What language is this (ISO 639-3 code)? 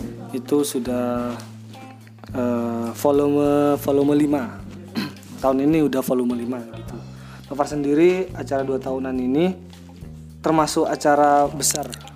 ind